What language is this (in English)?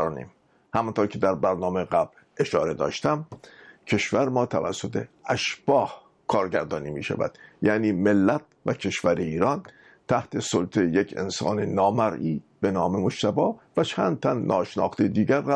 Persian